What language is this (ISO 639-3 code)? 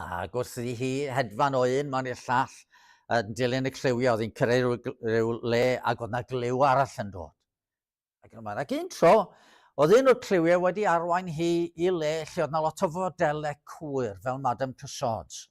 cym